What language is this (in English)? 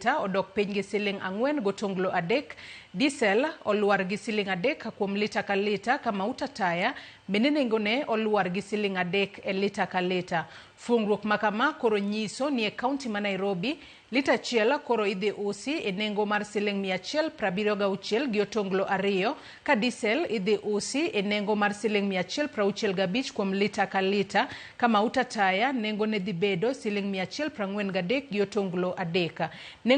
Luo (Kenya and Tanzania)